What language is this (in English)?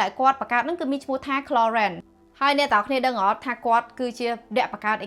Khmer